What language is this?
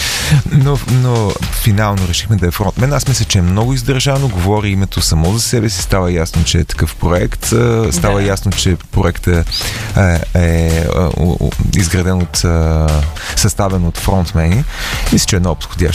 Bulgarian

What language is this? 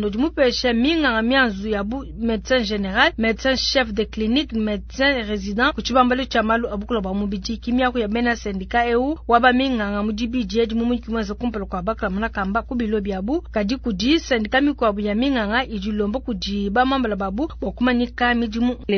Luba-Lulua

